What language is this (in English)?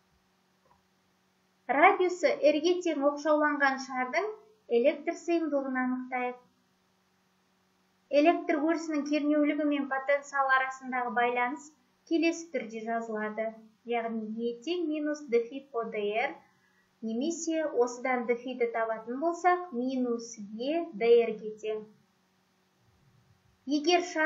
Kazakh